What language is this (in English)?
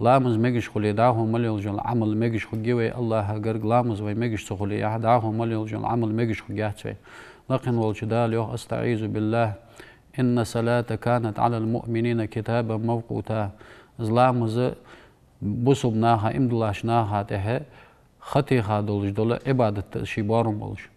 Ingush